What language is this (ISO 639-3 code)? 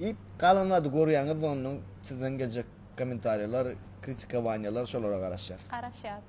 tuk